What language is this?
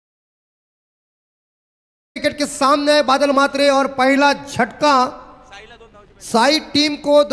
Marathi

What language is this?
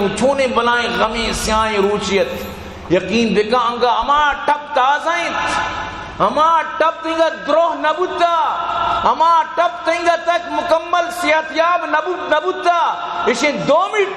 Eastern Balochi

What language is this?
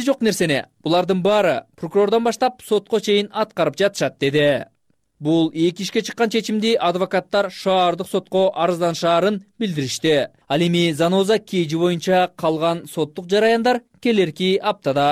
Kyrgyz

